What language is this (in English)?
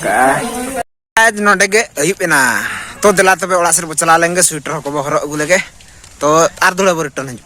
Santali